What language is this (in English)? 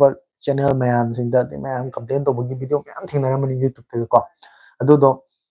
Manipuri